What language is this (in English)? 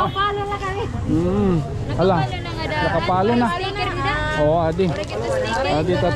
Waray